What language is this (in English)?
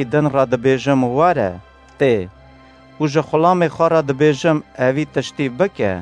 Kurdish